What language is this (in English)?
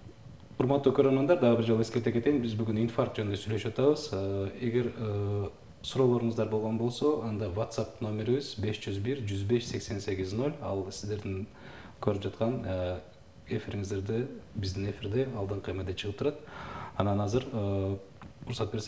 Kyrgyz